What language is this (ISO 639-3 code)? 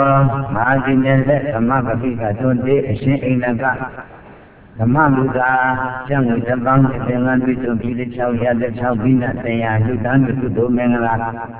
mya